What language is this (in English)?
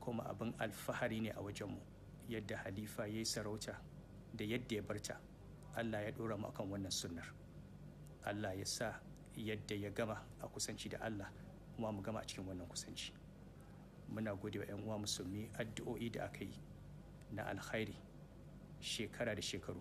Hausa